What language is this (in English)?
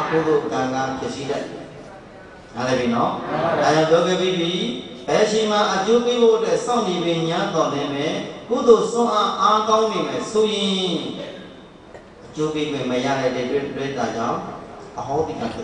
Burmese